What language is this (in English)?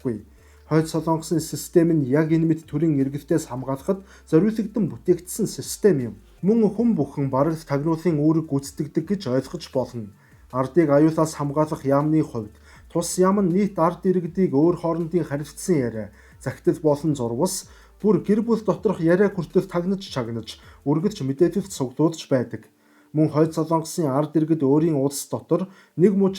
Mongolian